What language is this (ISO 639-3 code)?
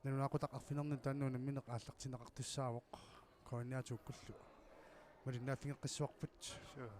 kal